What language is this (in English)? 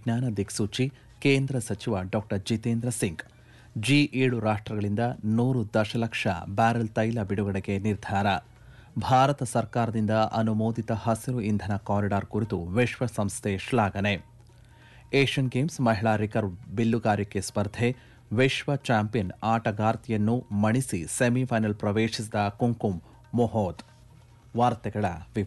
Kannada